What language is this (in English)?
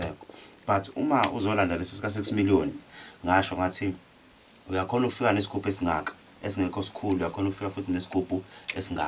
Zulu